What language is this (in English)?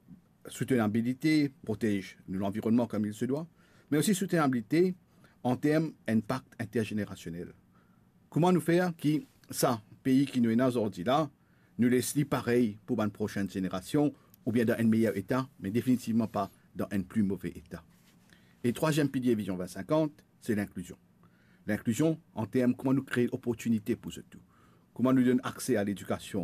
Morisyen